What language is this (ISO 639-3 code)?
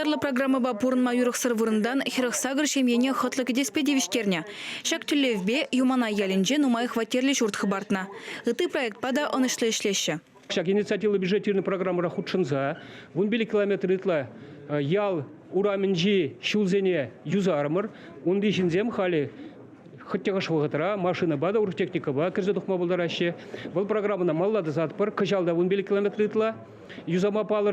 chv